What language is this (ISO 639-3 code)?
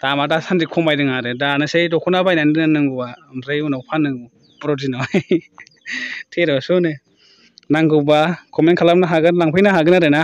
brx